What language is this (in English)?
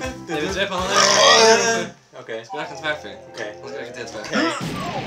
Faroese